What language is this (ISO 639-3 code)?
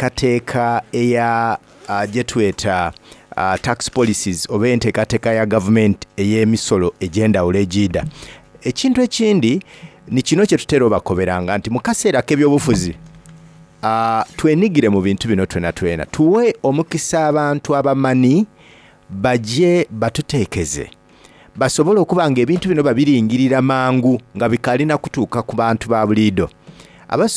xog